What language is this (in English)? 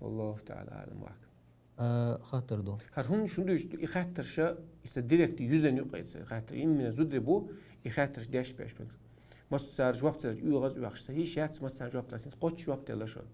Chechen